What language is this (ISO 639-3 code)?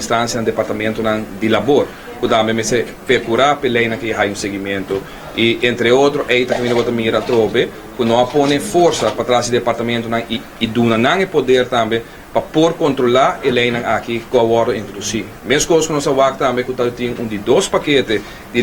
pap